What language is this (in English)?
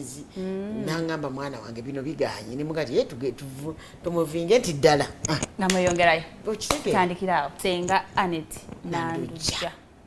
Ganda